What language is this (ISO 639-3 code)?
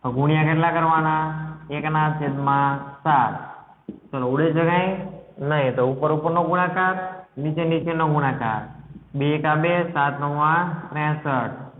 guj